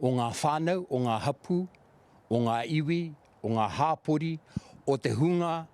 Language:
Māori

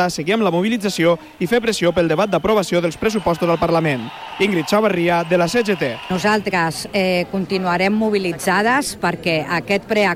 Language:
Catalan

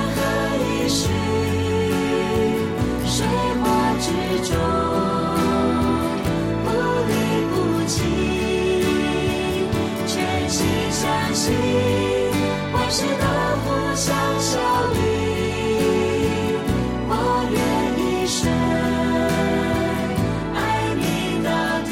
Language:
Chinese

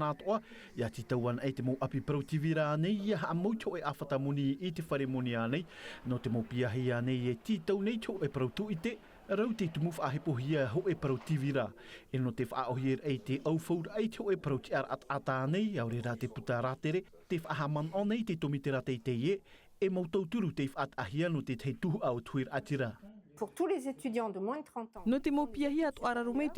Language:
Tahitian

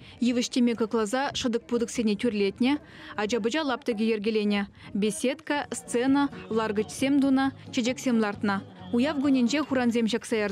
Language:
Chuvash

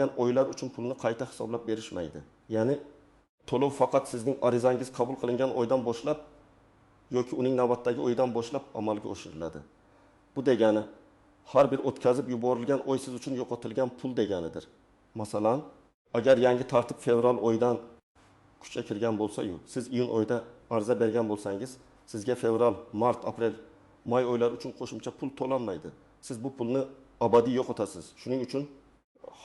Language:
Uzbek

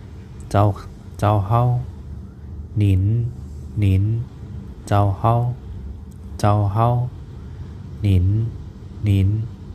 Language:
Shan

